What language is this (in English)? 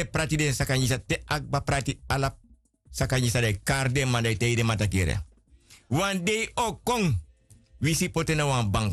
Sranan Tongo